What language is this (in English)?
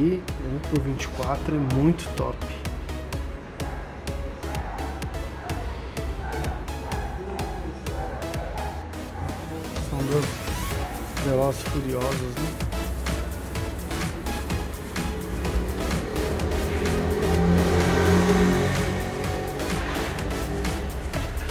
Portuguese